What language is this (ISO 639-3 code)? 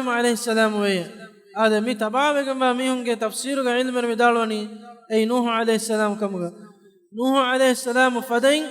div